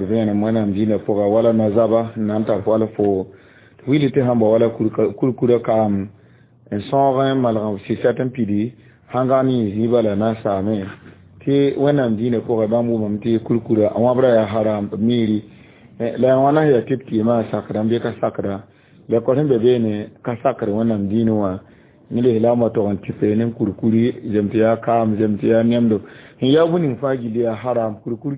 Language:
Mossi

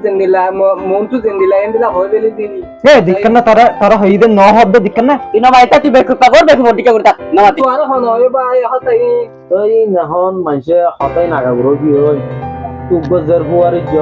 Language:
Rohingya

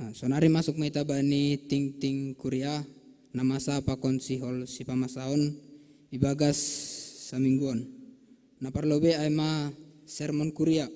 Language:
Batak Simalungun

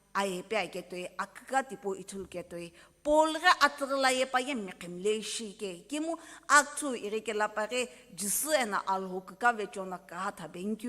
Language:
Sumi Naga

